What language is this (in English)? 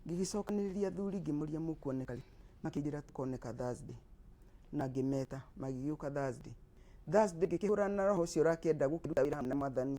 Kikuyu